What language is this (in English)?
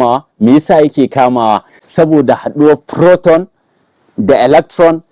Hausa